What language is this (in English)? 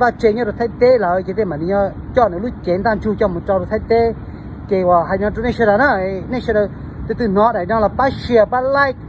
Hmong